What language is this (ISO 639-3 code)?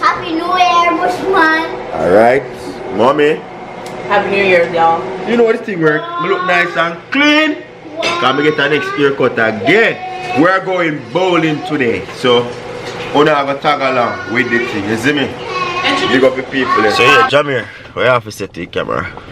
jam